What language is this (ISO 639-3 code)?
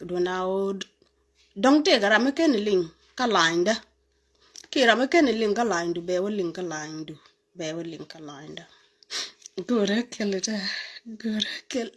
nus